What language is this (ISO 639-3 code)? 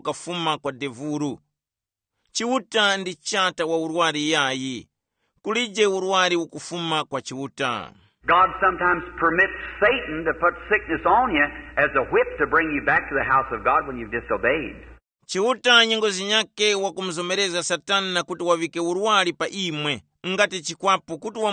tum